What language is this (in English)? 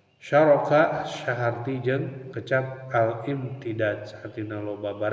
Sundanese